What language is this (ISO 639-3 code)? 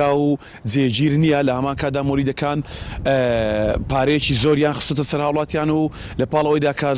ckb